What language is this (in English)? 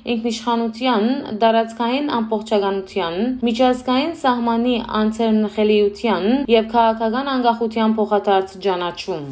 Western Armenian